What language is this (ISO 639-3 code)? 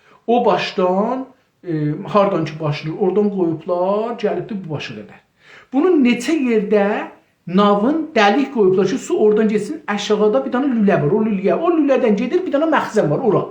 azb